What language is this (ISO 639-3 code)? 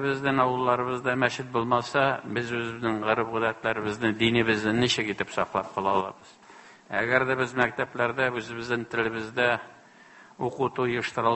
tat